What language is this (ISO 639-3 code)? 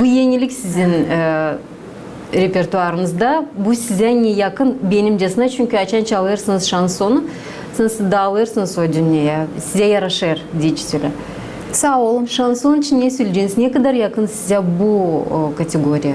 gag